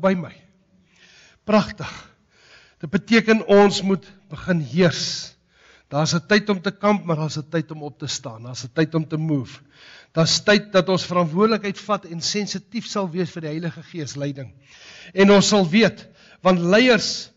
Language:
Afrikaans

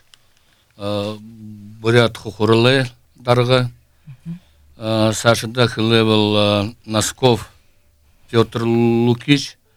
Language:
Buriat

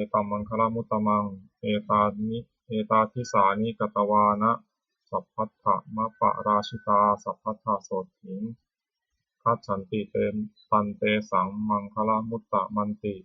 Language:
Pali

